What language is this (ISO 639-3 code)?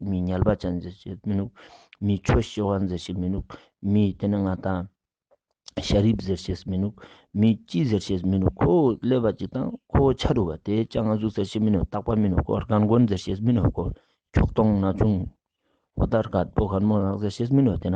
lbj